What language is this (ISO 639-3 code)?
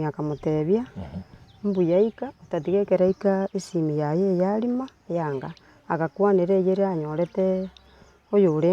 guz